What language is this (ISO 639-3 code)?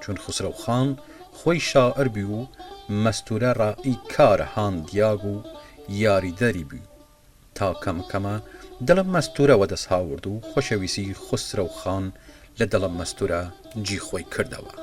sdh